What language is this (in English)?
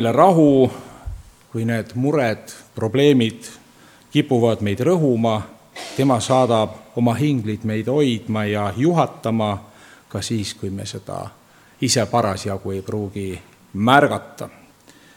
Estonian